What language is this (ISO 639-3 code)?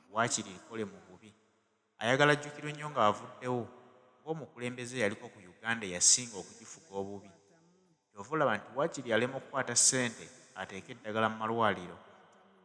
lug